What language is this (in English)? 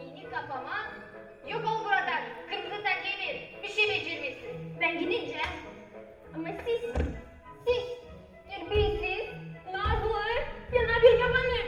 Gagauz